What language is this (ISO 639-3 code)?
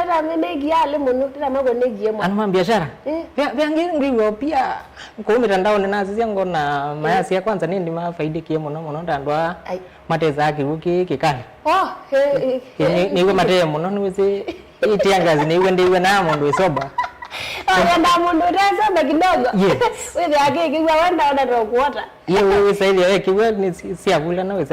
kam